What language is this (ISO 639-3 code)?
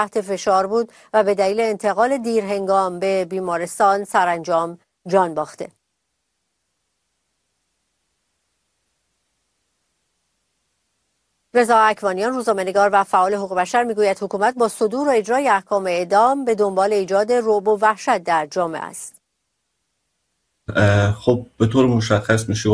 fas